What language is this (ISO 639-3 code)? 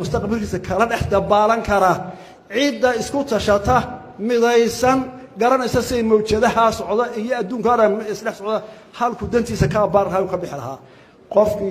som